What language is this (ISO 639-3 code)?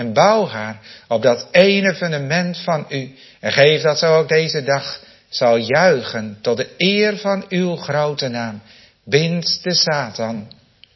nld